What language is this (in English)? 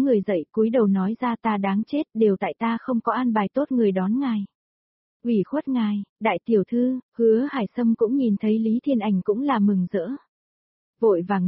Vietnamese